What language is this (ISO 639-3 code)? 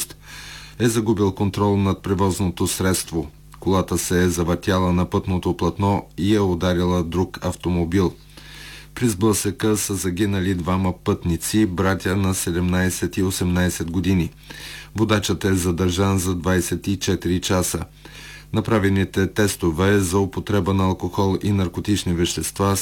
bul